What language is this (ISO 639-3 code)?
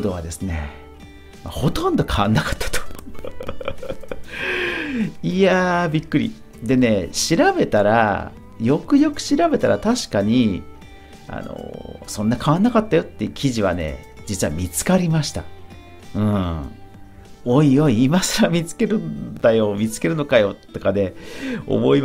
jpn